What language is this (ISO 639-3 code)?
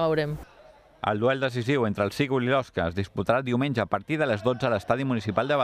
cat